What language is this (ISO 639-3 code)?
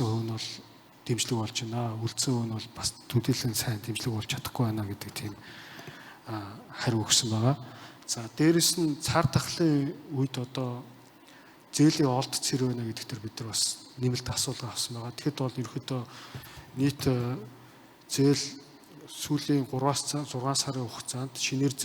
mon